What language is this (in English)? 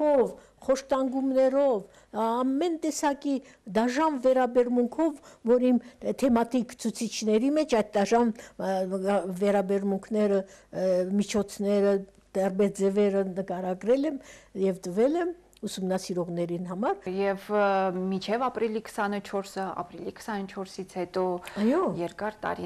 Armenian